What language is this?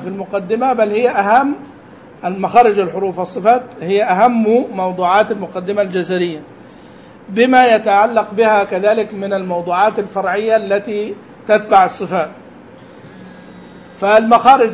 Arabic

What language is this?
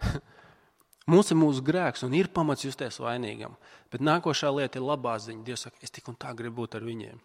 Latvian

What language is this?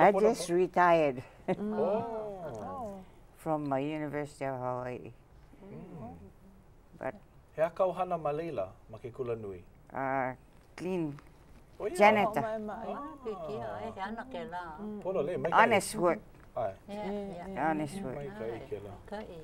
Hawaiian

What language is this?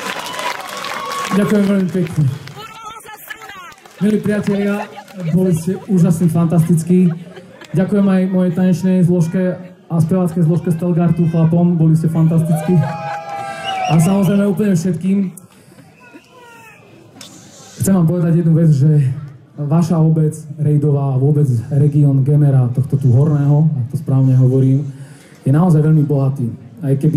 Slovak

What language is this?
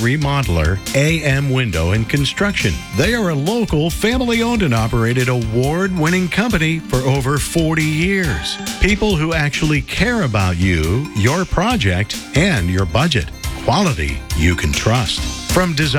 English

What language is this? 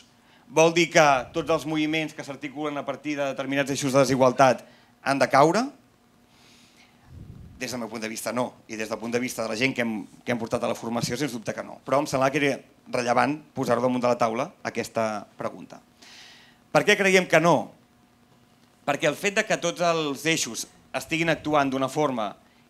Catalan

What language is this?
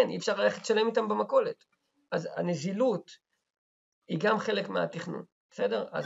Hebrew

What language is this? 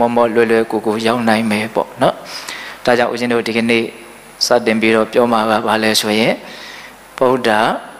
Burmese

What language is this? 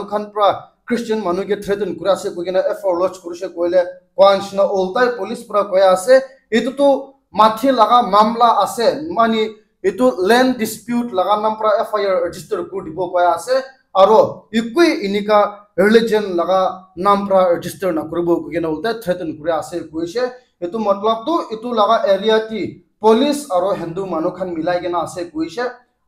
Naga Pidgin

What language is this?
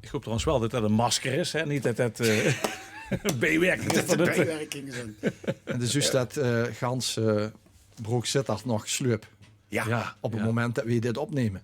Limburgish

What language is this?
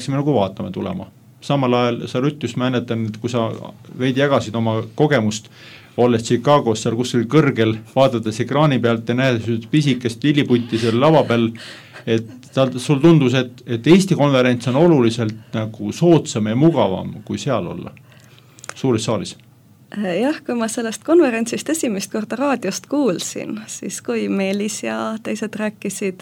Estonian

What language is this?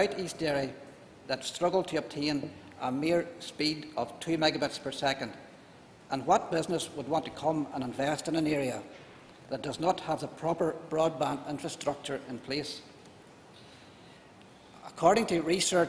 English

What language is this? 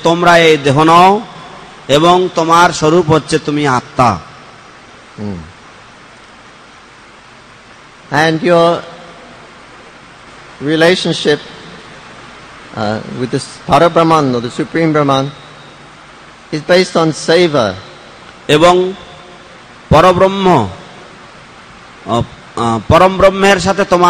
Bangla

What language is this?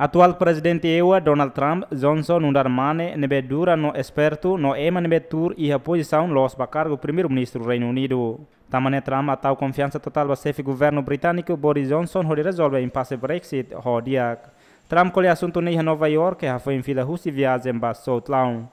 Tetum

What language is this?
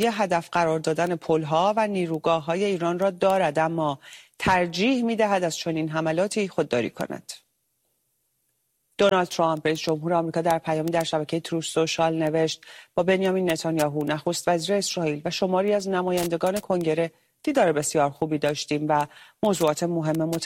Persian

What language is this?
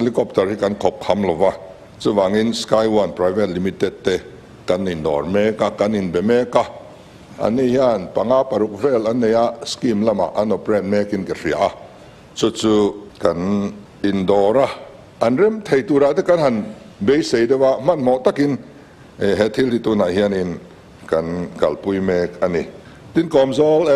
Mizo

